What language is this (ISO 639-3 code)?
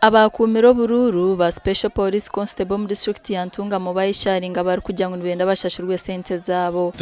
nyn